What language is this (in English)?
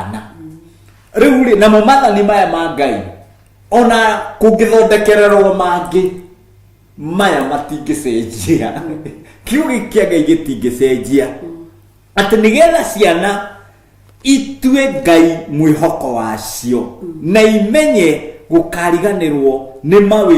Kikuyu